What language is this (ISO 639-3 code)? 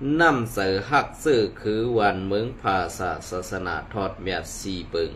shn